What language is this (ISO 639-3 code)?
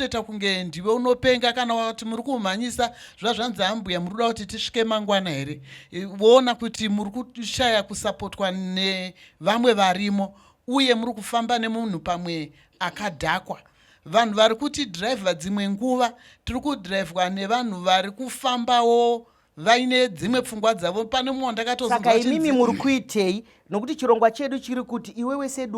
sna